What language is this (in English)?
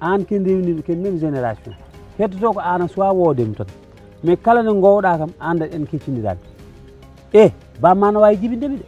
Fula